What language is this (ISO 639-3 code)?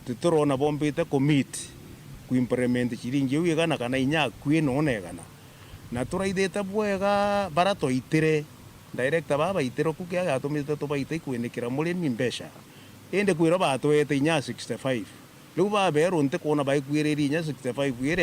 mer